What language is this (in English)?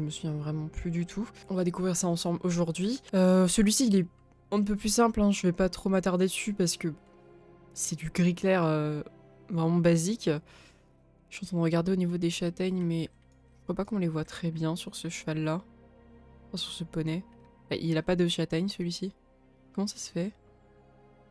French